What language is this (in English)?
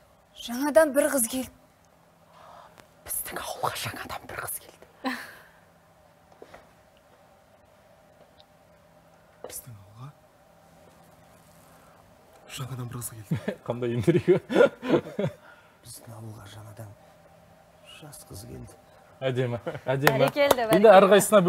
Kazakh